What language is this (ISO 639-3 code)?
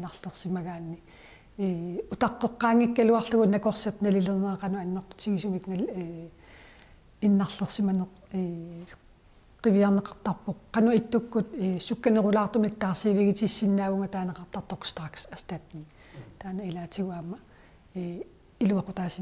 kal